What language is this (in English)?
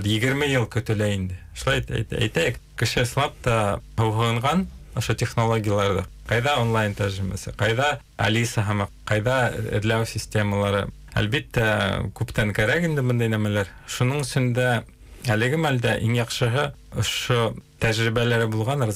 Bashkir